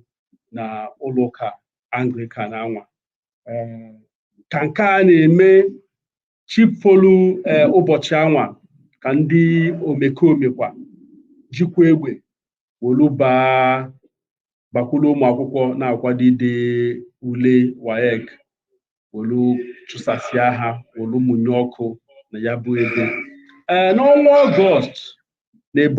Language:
Igbo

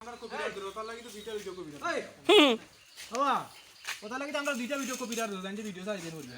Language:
Sylheti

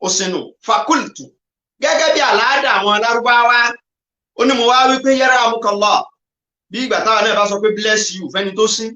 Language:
Yoruba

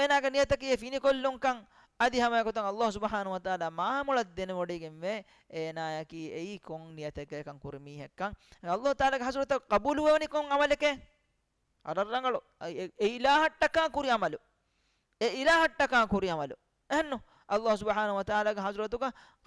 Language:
Divehi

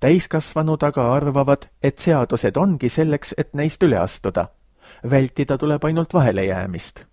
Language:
Estonian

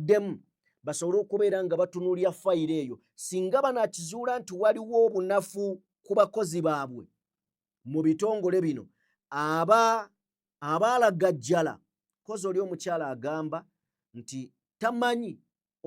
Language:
Ganda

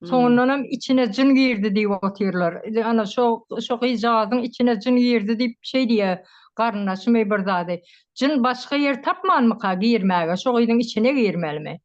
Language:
Turkmen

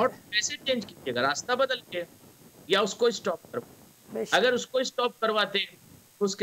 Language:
Urdu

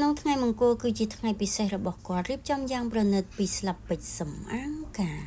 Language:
Khmer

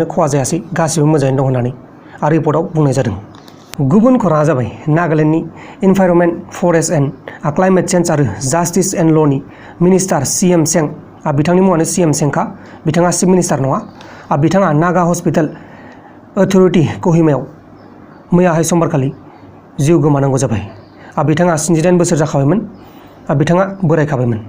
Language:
Bodo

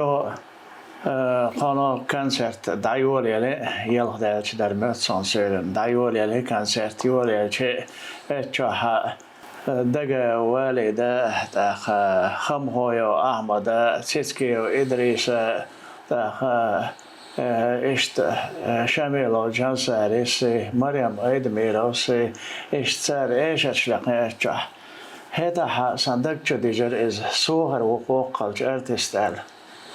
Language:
Chechen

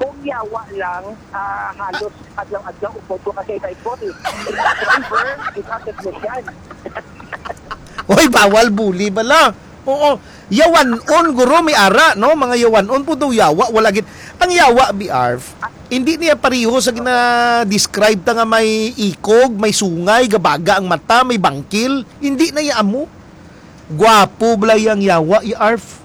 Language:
Hiligaynon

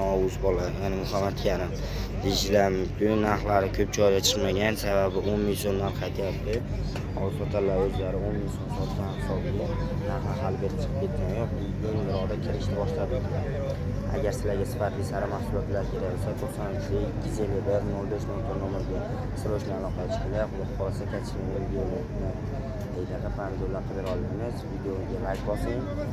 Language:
Uzbek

